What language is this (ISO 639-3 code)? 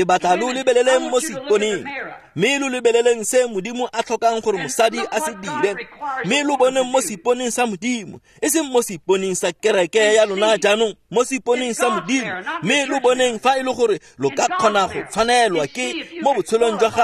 tsn